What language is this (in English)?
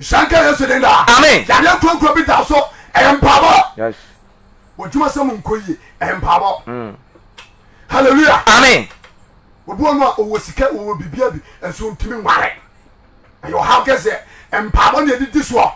Akan